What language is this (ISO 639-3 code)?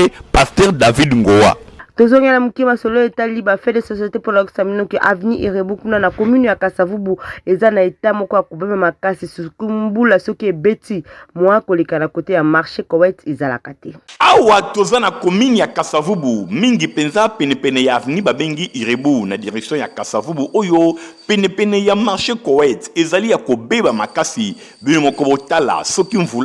lin